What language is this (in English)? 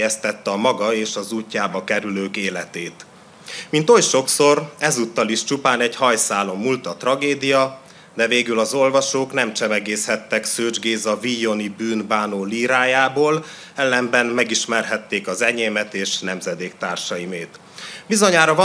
Hungarian